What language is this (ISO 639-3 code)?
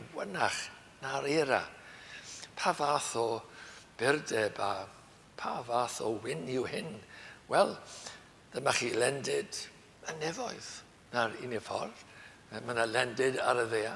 cym